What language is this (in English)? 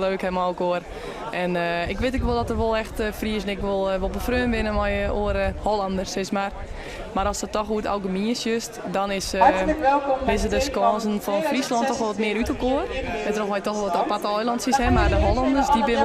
Western Frisian